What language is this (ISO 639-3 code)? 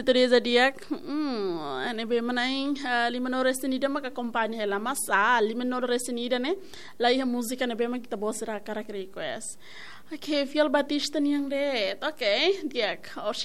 tet